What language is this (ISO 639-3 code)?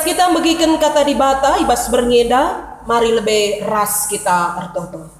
btx